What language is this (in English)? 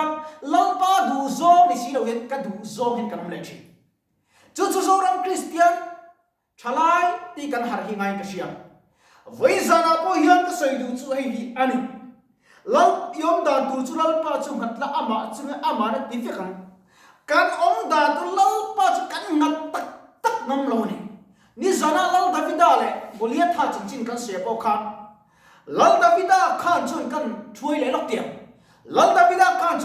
Mizo